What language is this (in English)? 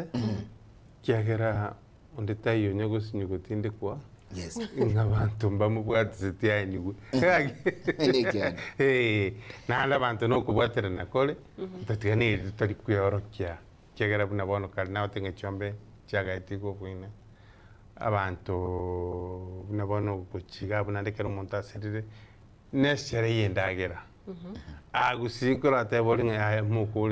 Gusii